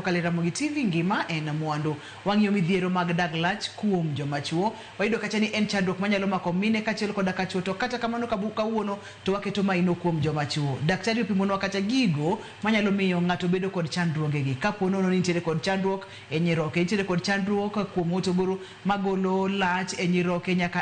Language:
Luo (Kenya and Tanzania)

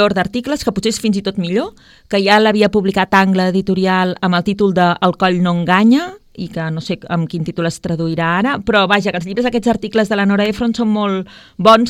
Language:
Catalan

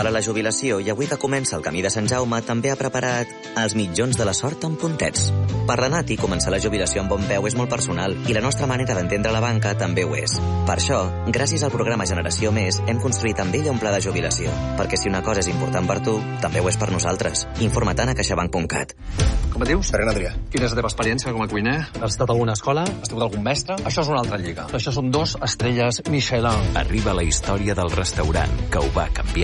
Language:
Catalan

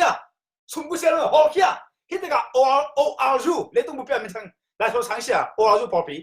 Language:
Tedim Chin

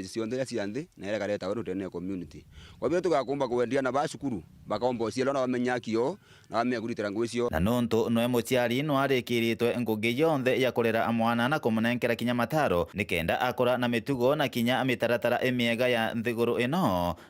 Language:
Meru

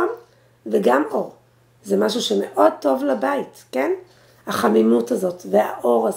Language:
Hebrew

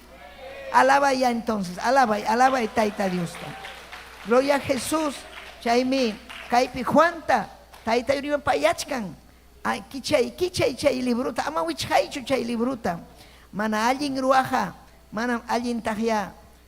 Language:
Ayacucho Quechua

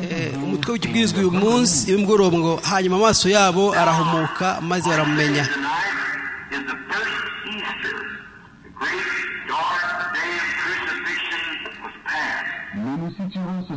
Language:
Kinyarwanda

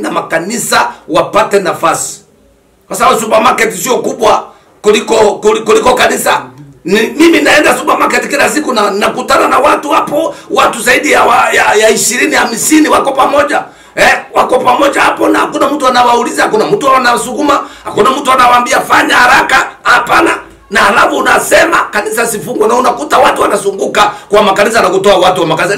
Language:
Swahili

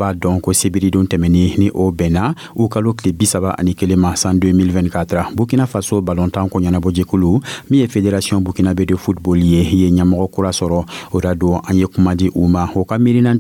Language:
Dyula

